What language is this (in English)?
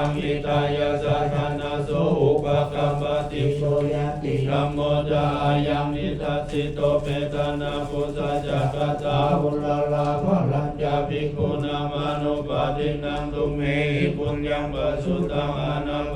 Pali